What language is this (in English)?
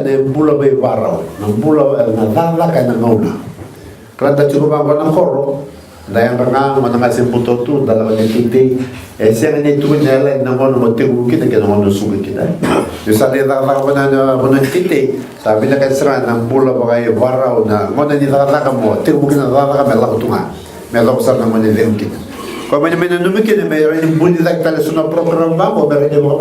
Fijian